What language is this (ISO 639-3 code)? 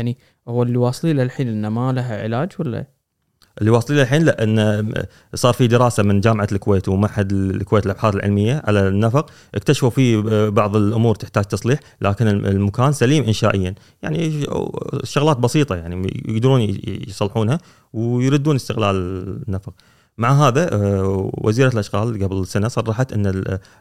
afb